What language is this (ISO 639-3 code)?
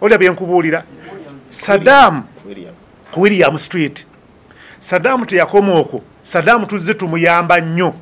lug